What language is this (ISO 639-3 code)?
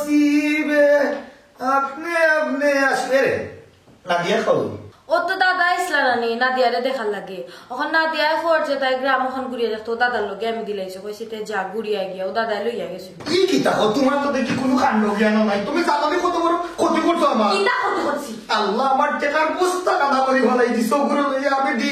syl